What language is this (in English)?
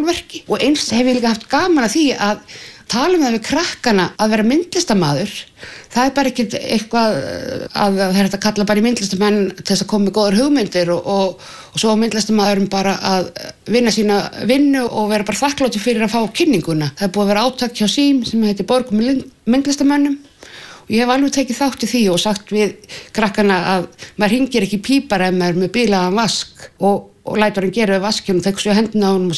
Icelandic